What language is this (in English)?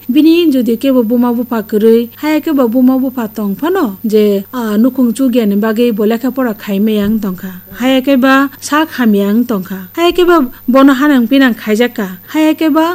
Kok Borok